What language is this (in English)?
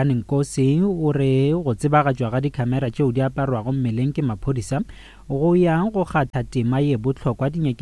Northern Sotho